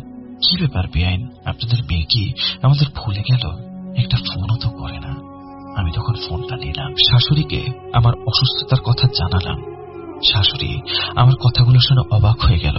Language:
Bangla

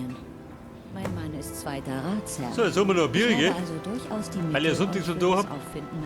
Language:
Bavarian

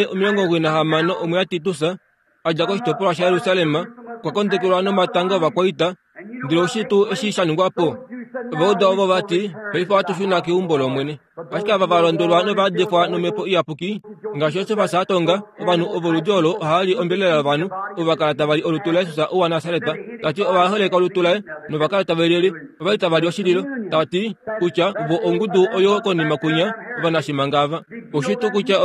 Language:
Kuanyama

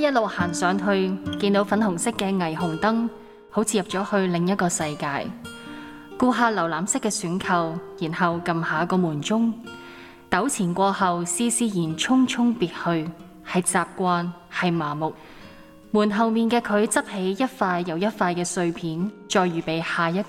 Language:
Cantonese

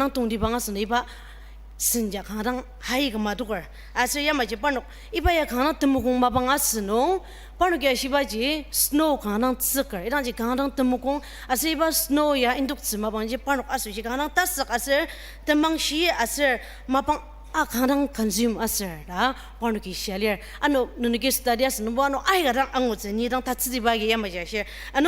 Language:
Ao Naga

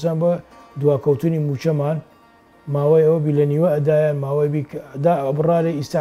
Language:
Central Kurdish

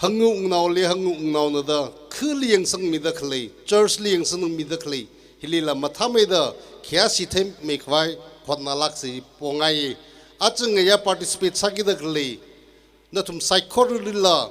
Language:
Tangkhul Naga (India)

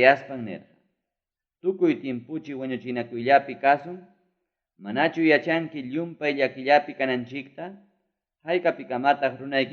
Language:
Ayacucho Quechua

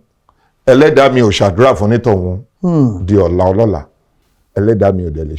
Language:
Yoruba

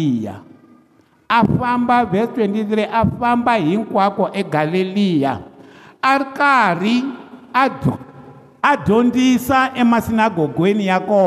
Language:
Tsonga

